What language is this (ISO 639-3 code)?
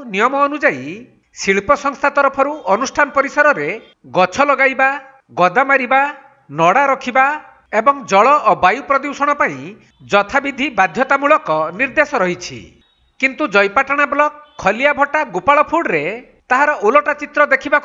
ori